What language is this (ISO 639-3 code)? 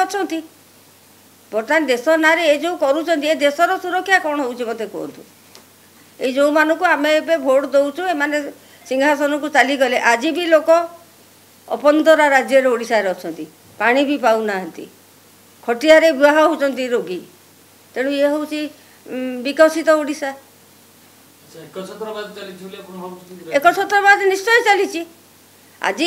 ori